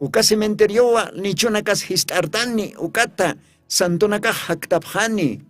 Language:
Aymara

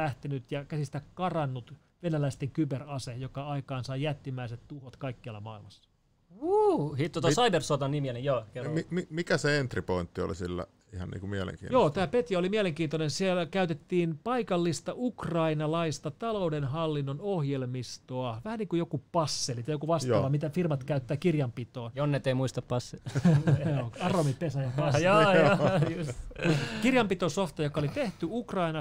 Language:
Finnish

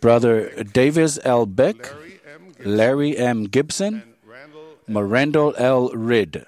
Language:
Samoan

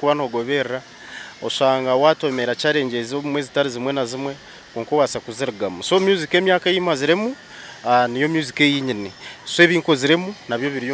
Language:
Nyankole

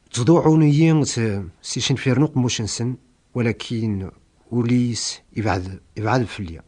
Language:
Kabyle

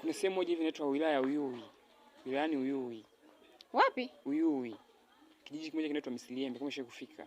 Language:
Swahili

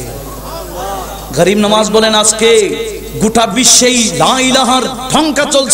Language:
Bangla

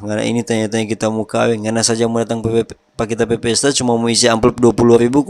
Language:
Manado Malay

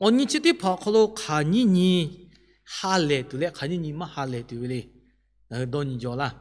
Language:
Lahu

